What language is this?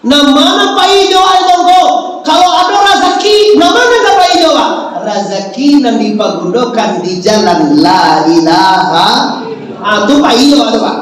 Minangkabau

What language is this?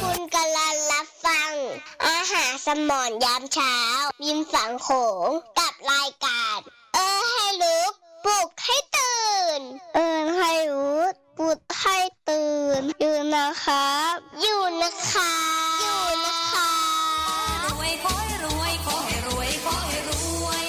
Northeastern Thai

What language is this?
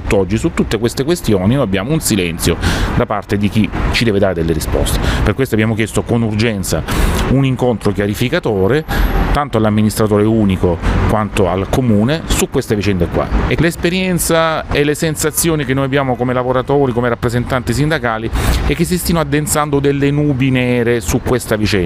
Italian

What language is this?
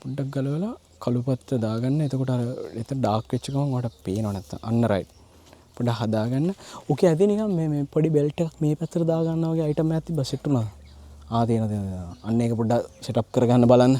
Sinhala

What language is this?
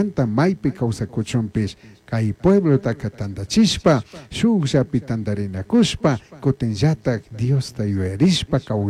Chimborazo Highland Quichua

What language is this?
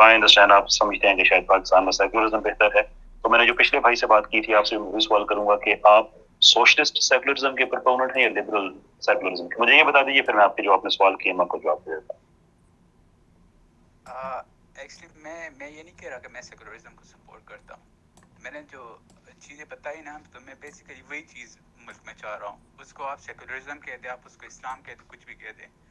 Urdu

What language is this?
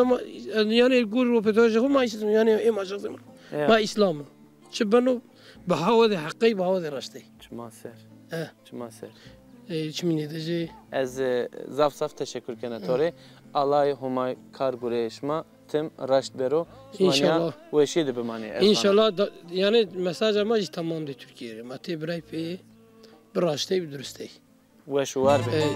Zaza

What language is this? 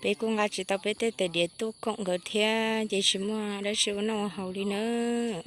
Hmong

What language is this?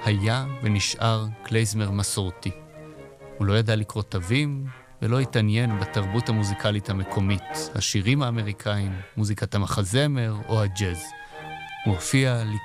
Hebrew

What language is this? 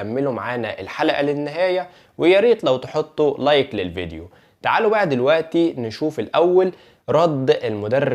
Egyptian Arabic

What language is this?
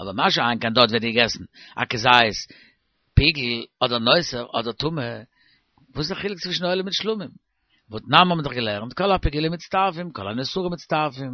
Yiddish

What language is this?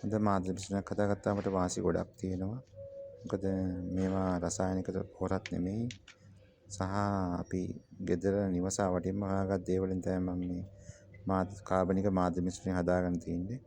Sinhala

